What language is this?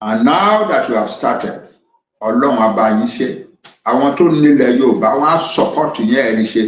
Yoruba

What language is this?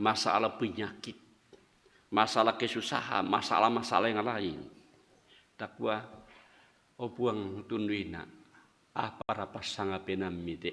Toraja-Sa'dan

